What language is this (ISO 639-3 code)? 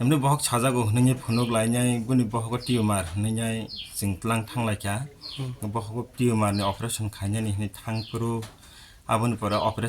trp